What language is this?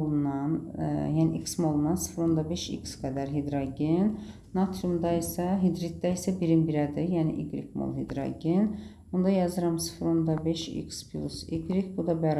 Azerbaijani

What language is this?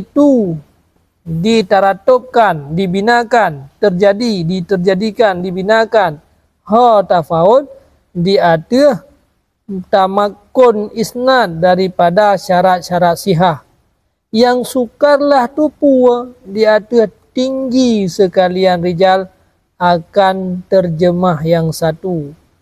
Achinese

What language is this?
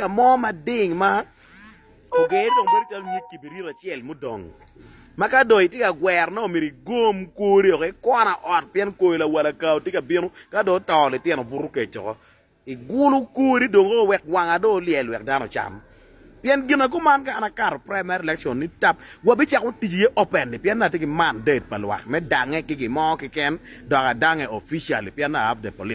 Acoli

